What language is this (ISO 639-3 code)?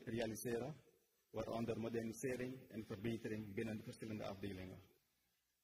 nld